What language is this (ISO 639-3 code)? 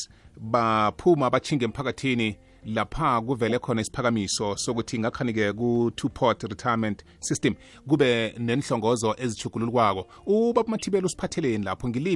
nbl